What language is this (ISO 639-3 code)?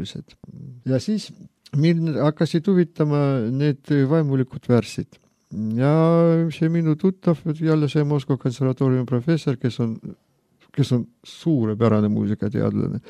est